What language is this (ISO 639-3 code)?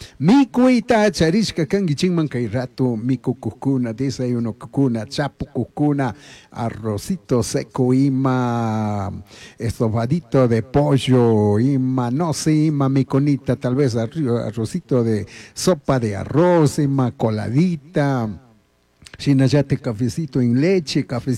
qug